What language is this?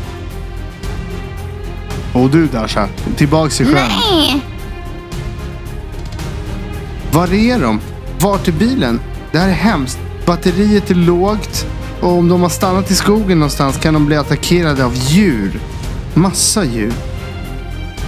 Swedish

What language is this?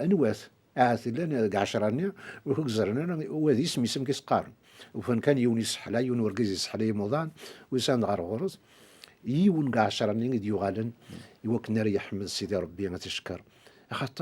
Kabyle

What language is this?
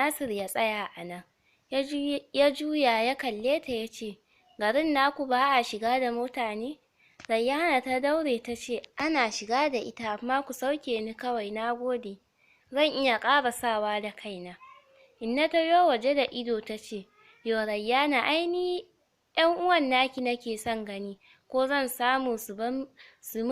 Hausa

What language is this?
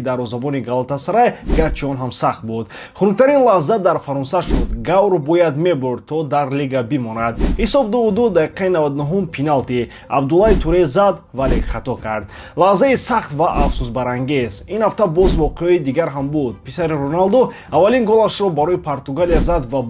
Tajik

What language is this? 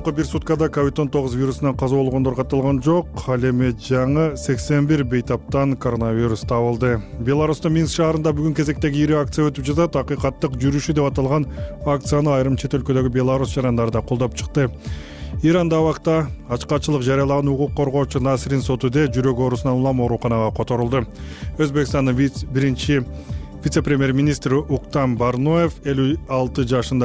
Kyrgyz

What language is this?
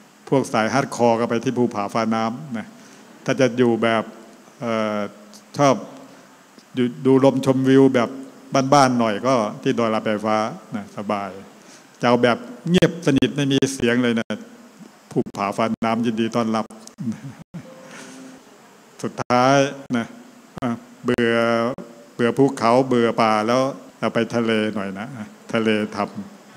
Thai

